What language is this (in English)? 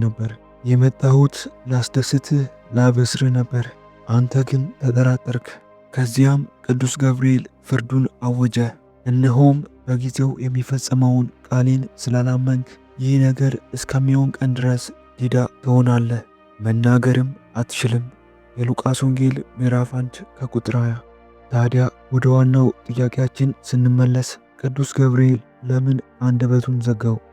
Amharic